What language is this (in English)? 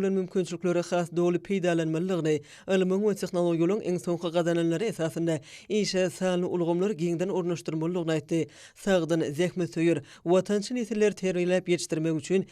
Turkmen